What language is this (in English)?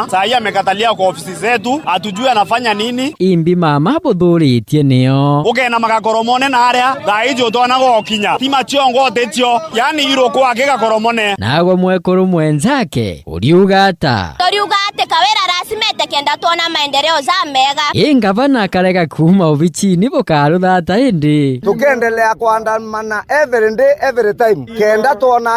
Meru